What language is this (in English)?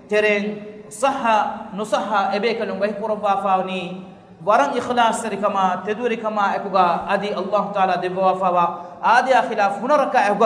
Divehi